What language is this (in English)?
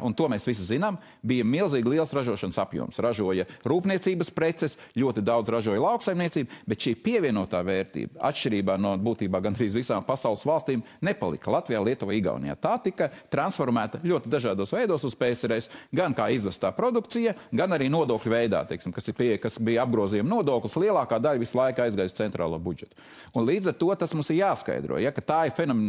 Latvian